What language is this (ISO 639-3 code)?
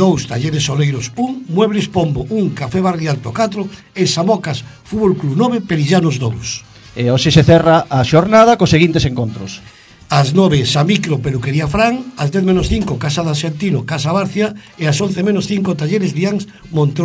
glg